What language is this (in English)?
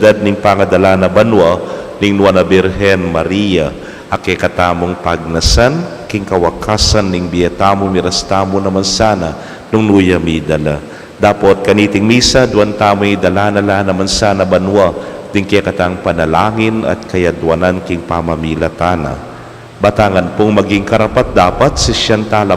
Pampanga